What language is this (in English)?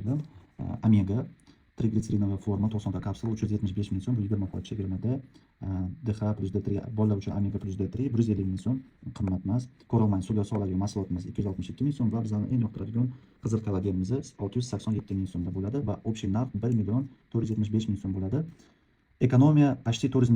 Uzbek